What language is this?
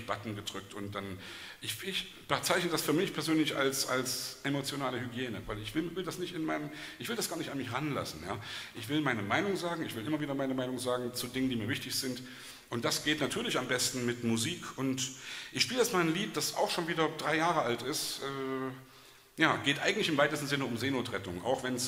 German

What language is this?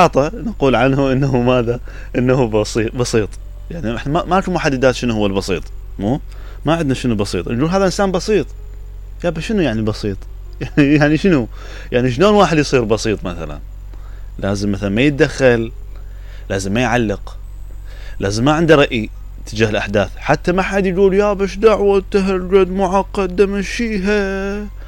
Mesopotamian Arabic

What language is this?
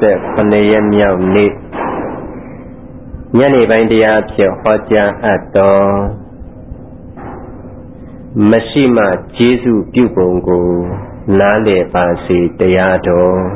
Burmese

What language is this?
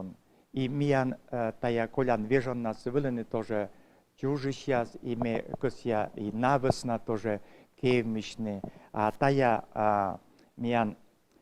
Komi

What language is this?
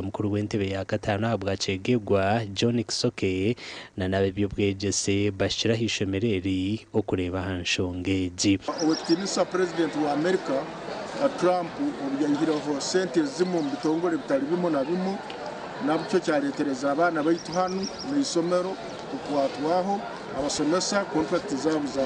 Nyankole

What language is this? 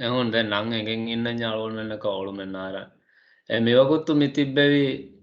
Divehi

